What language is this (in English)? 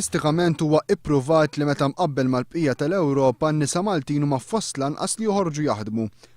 Maltese